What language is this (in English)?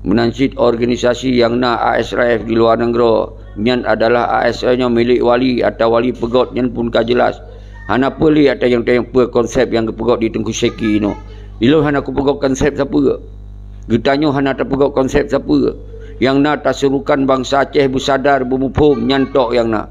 Achinese